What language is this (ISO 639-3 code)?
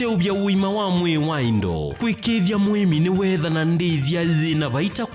kam